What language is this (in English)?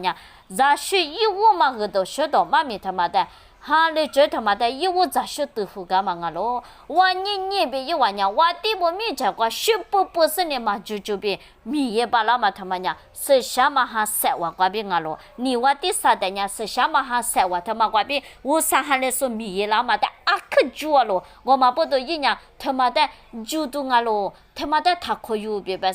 Lisu